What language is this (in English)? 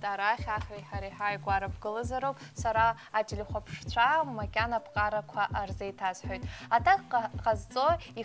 Abkhazian